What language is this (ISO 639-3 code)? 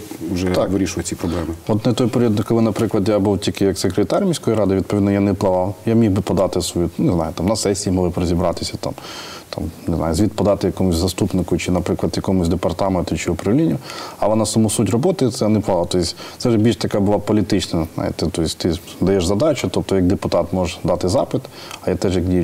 ukr